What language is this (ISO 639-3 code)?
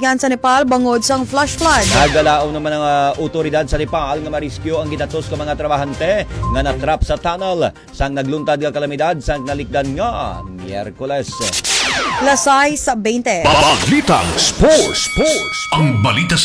hil